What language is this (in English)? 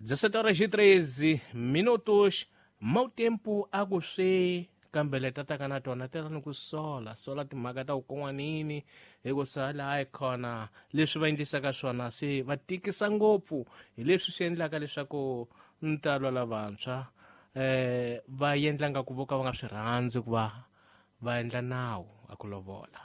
Tsonga